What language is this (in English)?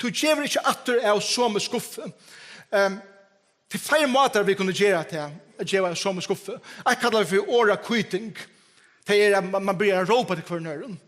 Faroese